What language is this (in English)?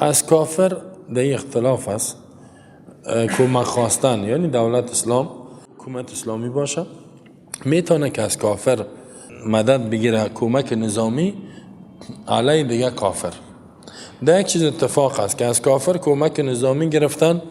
Persian